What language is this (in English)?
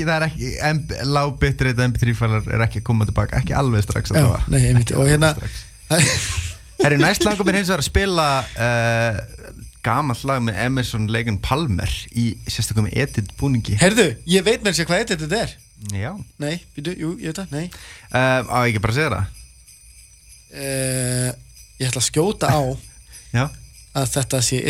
Icelandic